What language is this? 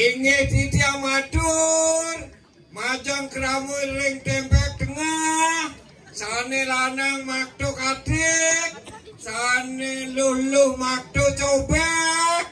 Balinese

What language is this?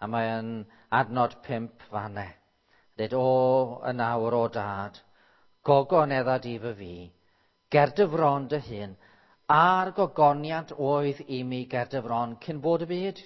Welsh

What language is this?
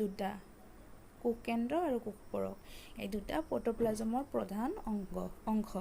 Assamese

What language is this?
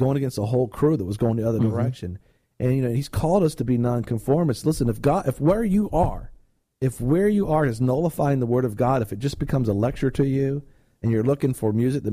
English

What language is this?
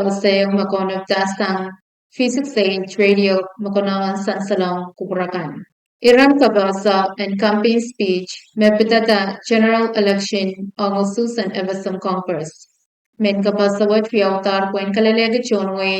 Pohnpeian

